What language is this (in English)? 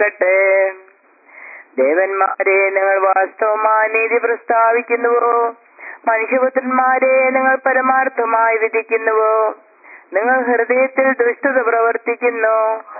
Malayalam